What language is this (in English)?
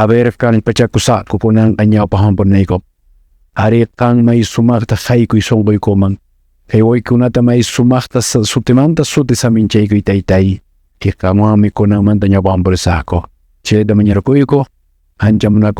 Quechua